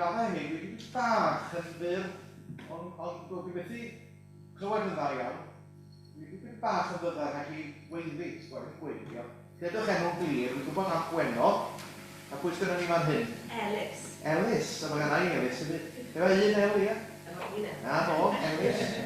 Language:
Welsh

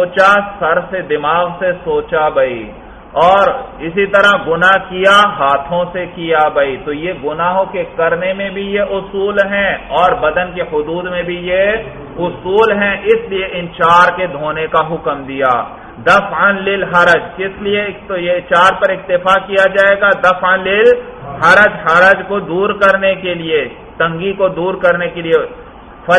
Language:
Urdu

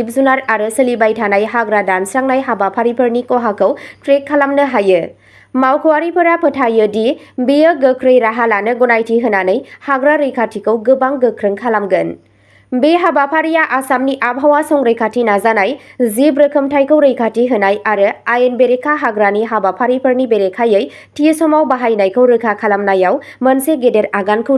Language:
Bodo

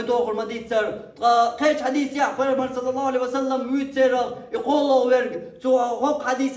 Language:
Chechen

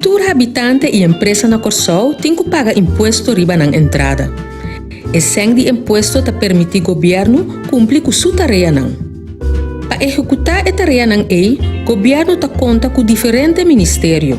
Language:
Papiamento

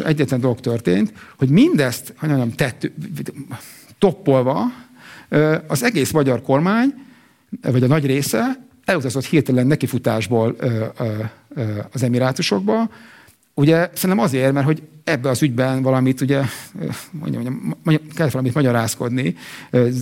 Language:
Hungarian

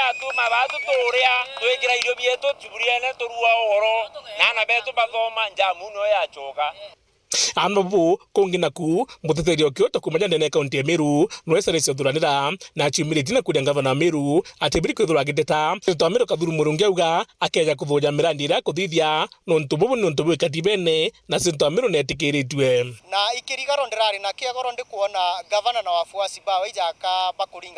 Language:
Meru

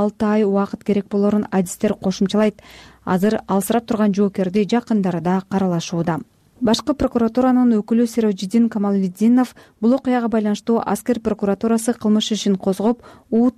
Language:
Kyrgyz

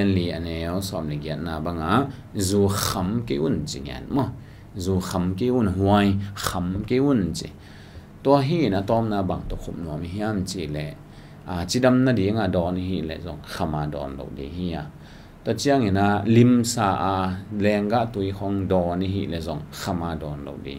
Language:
Tedim Chin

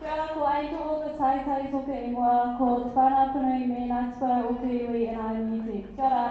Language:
Māori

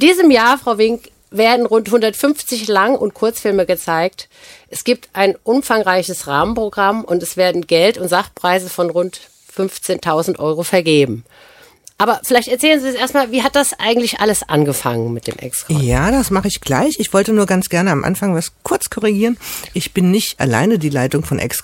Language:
German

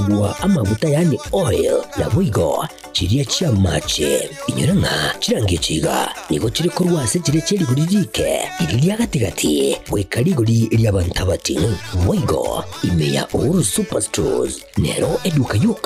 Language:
Gusii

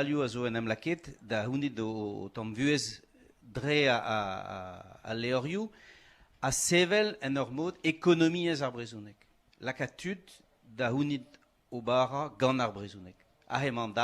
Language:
Breton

